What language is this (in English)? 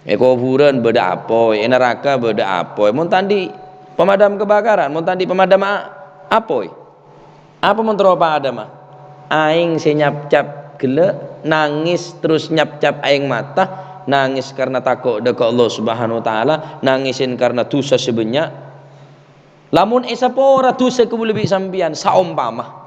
Madurese